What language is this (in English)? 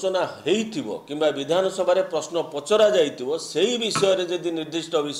Odia